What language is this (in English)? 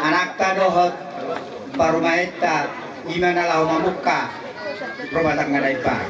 Batak Toba